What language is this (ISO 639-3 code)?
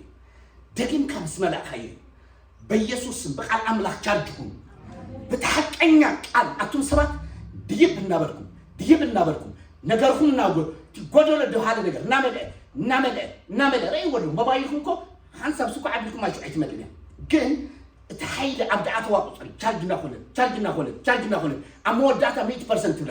tir